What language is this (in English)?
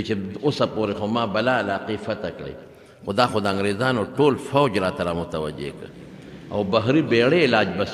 Pashto